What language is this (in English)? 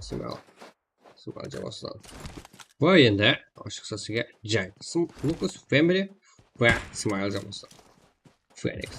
Kara-Kalpak